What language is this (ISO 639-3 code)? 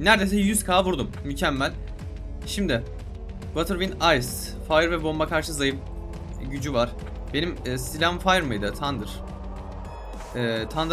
tur